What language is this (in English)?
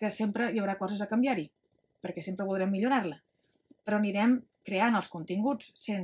Catalan